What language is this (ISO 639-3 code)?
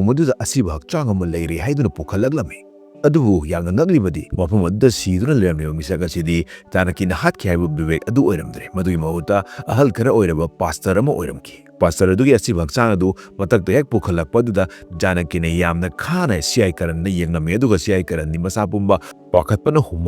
mni